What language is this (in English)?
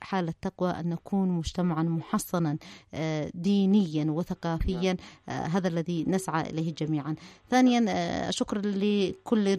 Arabic